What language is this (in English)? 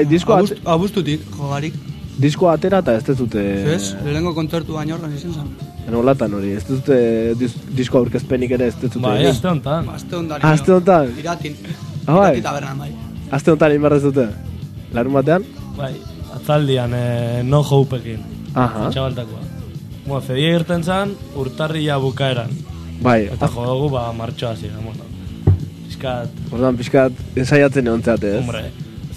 Basque